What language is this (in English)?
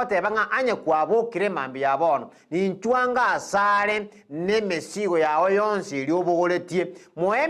Gusii